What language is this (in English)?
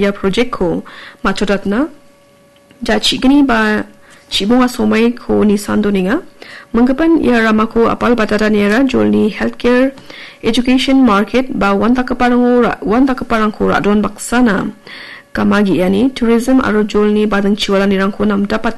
Garo